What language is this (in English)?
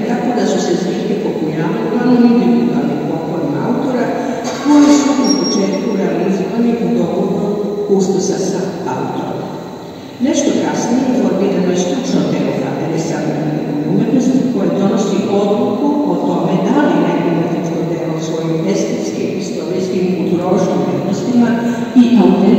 Serbian